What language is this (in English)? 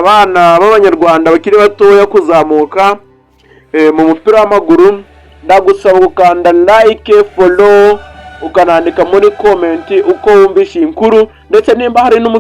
Kinyarwanda